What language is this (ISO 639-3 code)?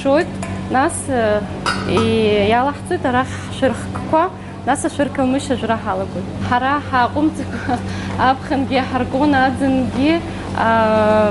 abk